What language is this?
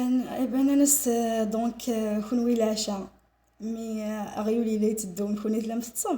Kabyle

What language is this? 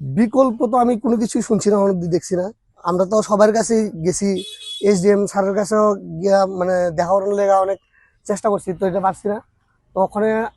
Kok Borok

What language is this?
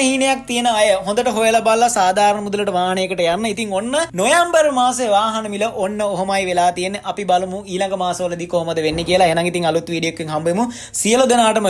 Sinhala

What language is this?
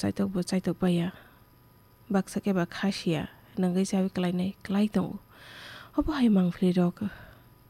Kok Borok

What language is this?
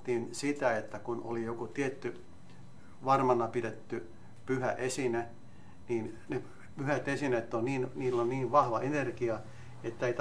Finnish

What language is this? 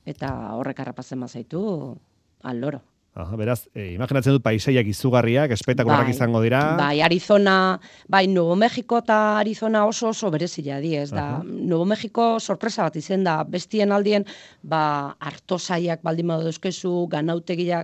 Basque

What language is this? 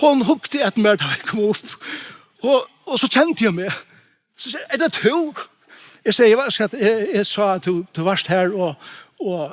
Faroese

